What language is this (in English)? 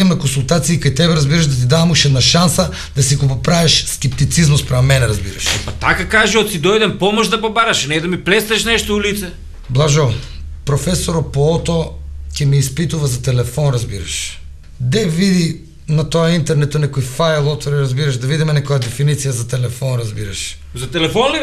Macedonian